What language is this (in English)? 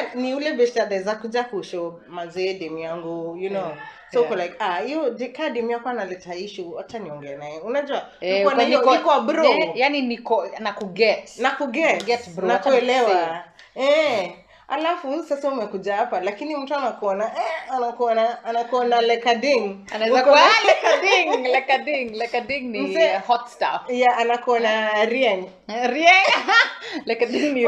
Swahili